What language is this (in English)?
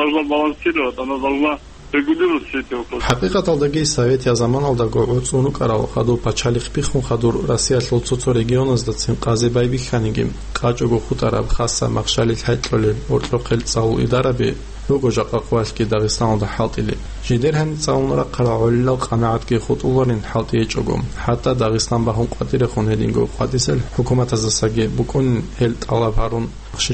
Avaric